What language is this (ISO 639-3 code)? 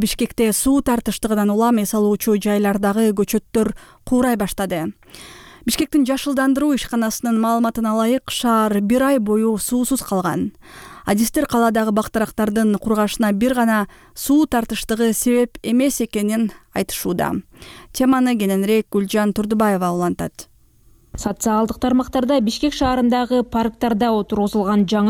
kir